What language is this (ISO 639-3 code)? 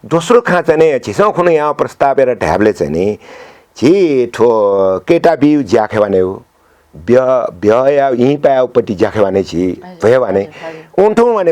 new